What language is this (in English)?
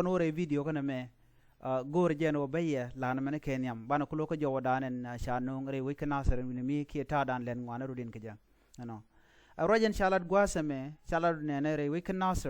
Nuer